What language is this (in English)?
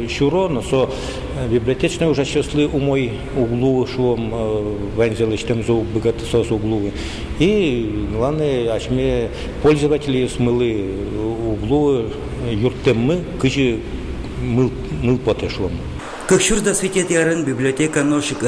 Udmurt